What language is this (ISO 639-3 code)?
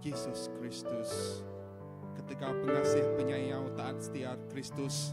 iba